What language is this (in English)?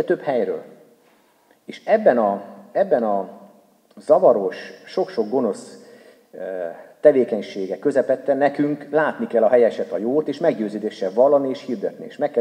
Hungarian